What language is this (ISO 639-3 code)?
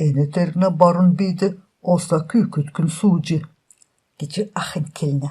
xal